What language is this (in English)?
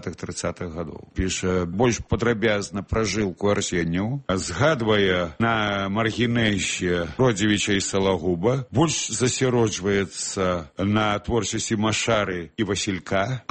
Belarusian